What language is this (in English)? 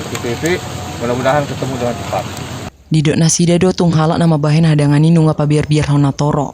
Batak Toba